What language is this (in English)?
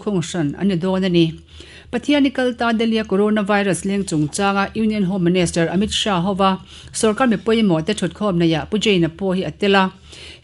Mizo